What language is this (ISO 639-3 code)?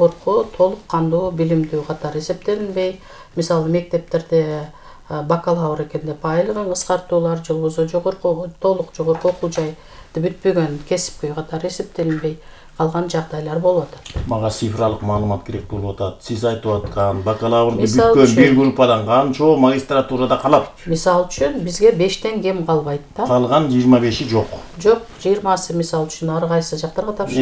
kir